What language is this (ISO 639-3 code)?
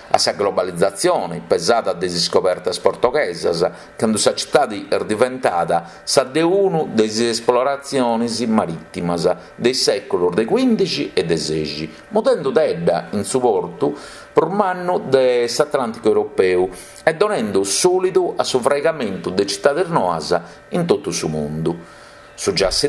srd